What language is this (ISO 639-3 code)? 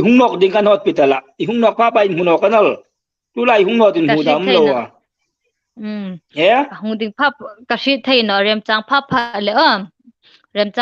hmr